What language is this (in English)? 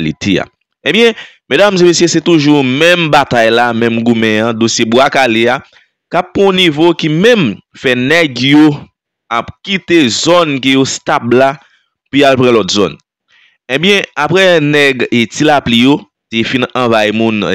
Haitian Creole